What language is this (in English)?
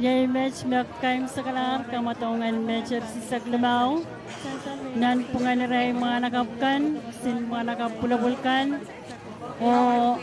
Pohnpeian